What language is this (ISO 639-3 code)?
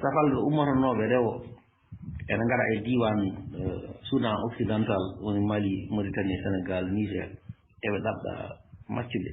ful